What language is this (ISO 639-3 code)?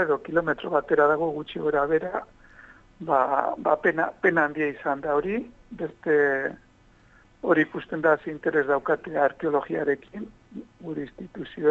eus